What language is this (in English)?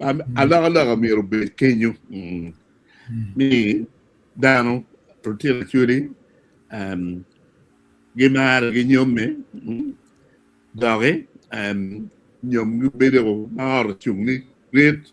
Acoli